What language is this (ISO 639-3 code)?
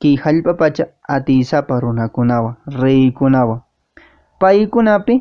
que